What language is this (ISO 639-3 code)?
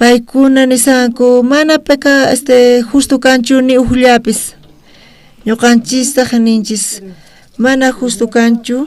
quh